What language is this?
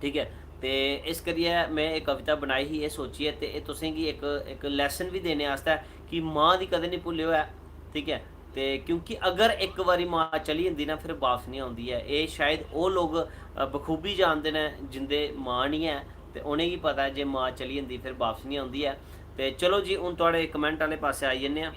Dogri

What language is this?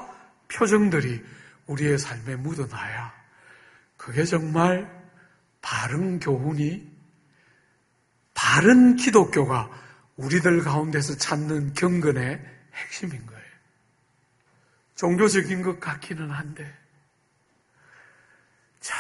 Korean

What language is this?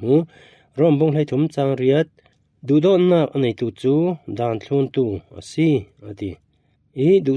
Falam Chin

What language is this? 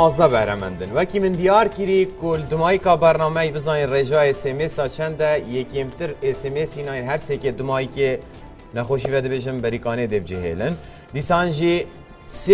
Kurdish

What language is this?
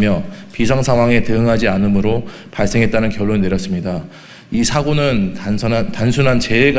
Korean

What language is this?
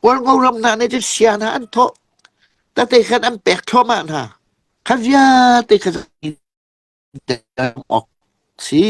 Hakha Chin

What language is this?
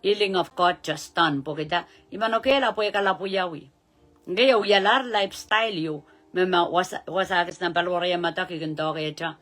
Pohnpeian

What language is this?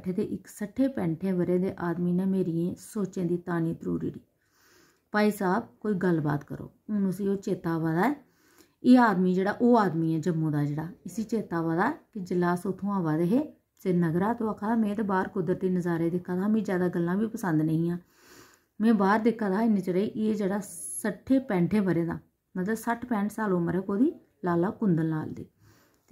Dogri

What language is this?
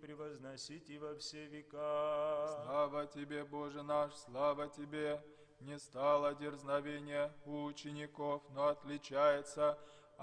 Abkhazian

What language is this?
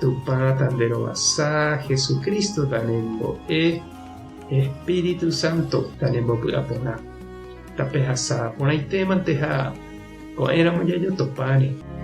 Guarani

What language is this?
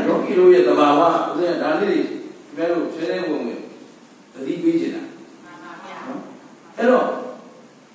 Burmese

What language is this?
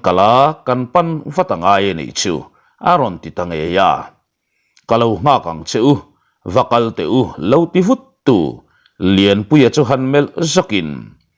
Mizo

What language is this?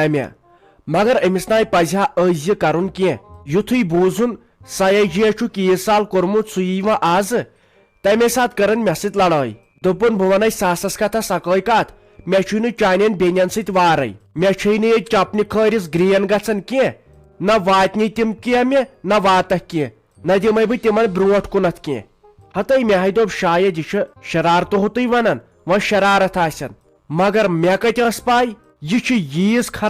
Kashmiri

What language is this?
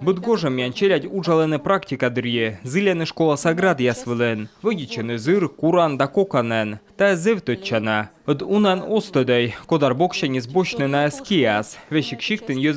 Komi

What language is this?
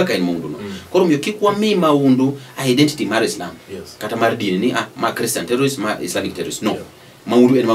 Luo (Kenya and Tanzania)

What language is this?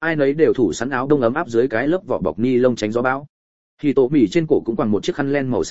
Vietnamese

